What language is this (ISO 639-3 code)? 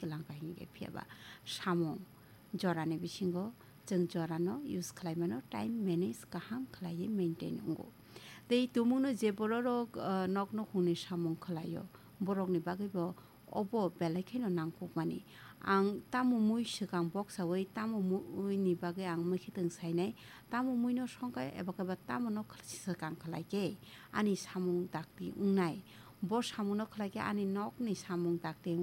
trp